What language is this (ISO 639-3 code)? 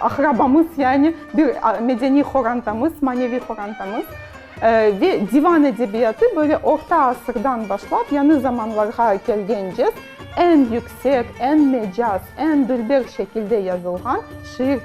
crh